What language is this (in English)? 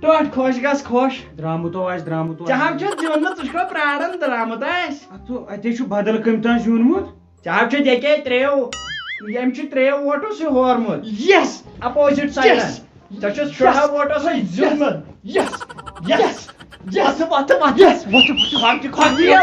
Kashmiri